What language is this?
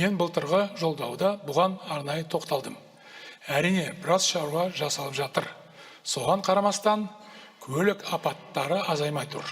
Kazakh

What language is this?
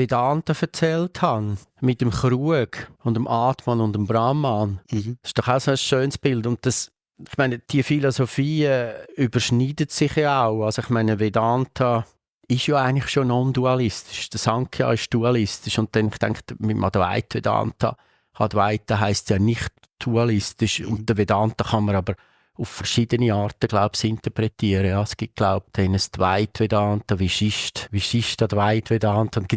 Swiss German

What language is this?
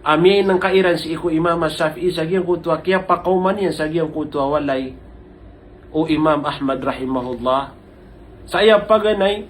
Maranao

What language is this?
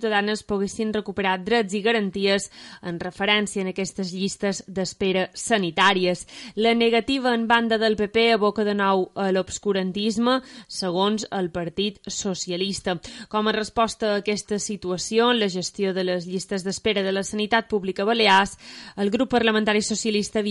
Catalan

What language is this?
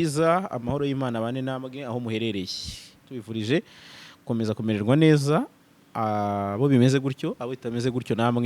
Kinyarwanda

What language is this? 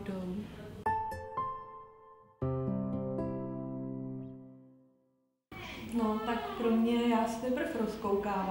Czech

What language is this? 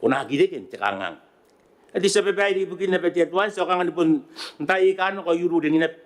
Gilbertese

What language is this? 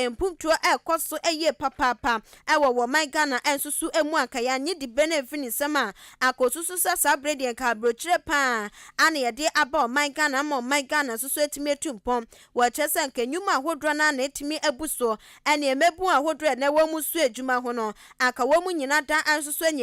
Akan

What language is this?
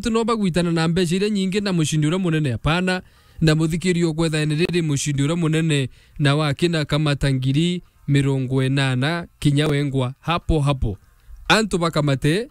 Meru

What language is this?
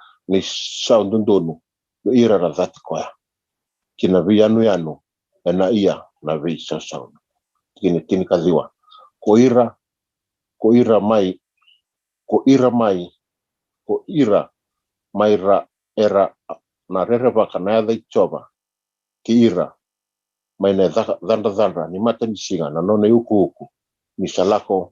Fijian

